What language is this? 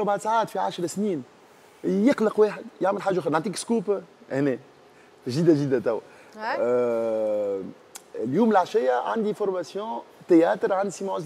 Tunisian Arabic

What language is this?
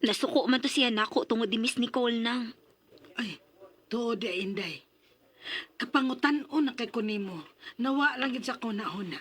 Cebuano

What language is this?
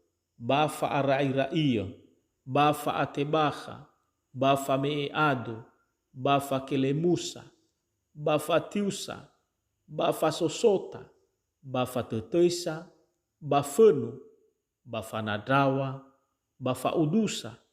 Nias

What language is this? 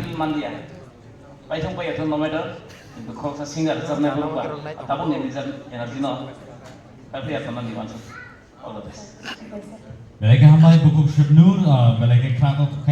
Kok Borok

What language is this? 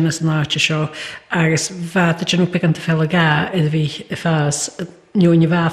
Scottish Gaelic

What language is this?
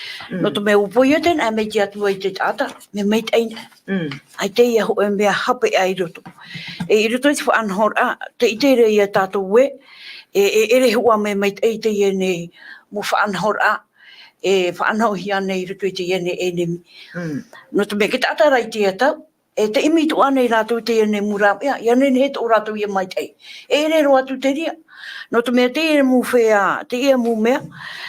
Tahitian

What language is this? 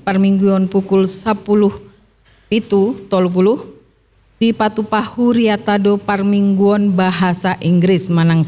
Batak Toba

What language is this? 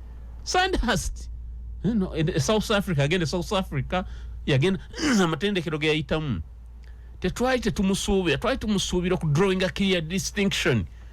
Ganda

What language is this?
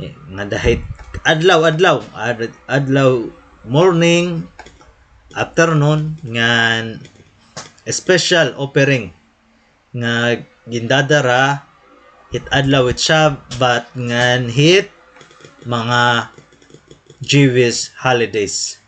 Waray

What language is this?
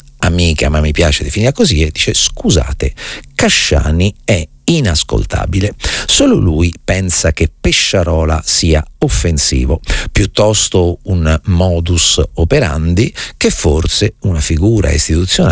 Italian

